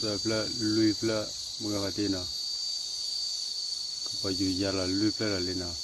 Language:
S'gaw Karen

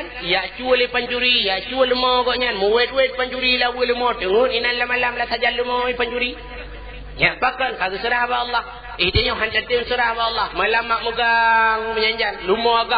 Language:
Achinese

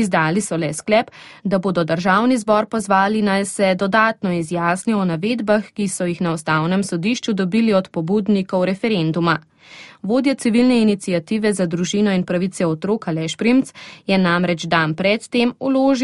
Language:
Slovenian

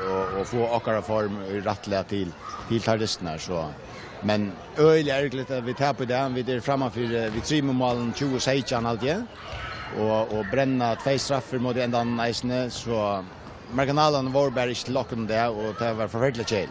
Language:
Faroese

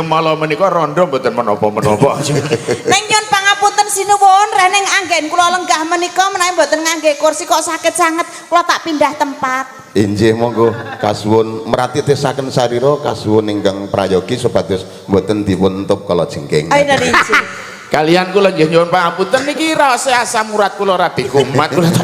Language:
Javanese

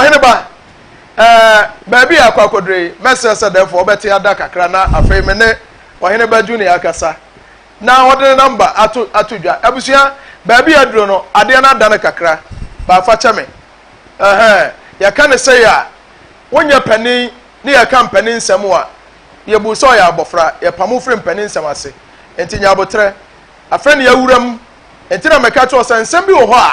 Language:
Akan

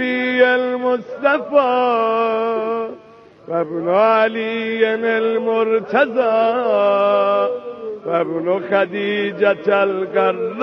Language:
Persian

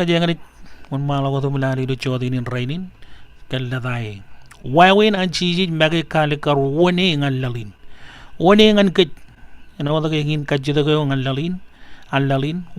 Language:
Marshallese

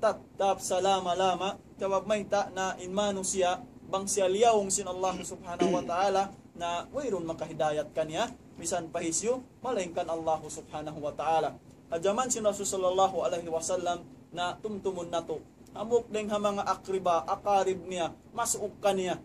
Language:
Tausug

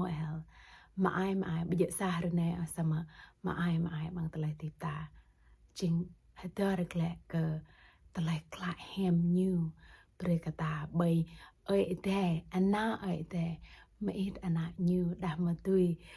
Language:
Jarai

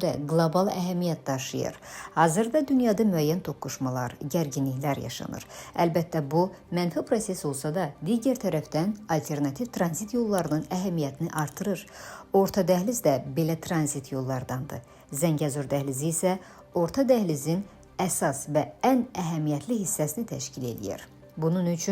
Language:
Azerbaijani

